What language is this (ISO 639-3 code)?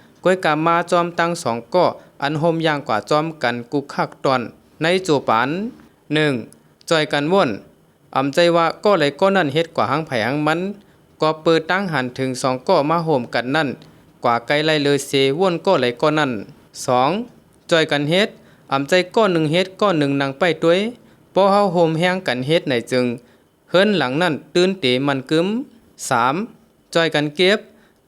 shn